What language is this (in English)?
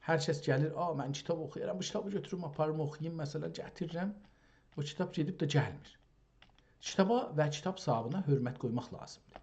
South Azerbaijani